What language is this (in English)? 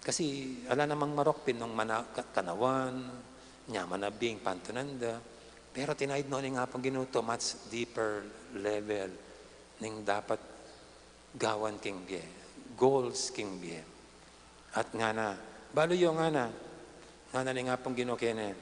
Pampanga